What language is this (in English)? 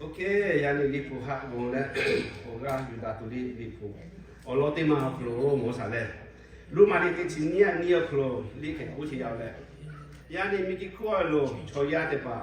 Lahu